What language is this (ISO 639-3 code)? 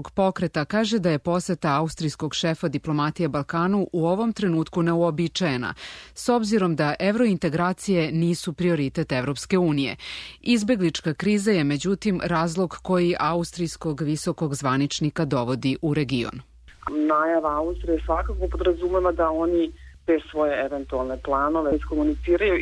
srp